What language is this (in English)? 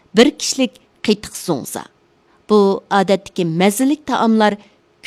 Uyghur